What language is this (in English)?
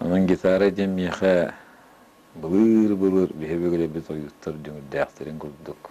Yakut